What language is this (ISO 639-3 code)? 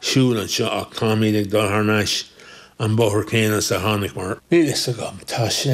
gle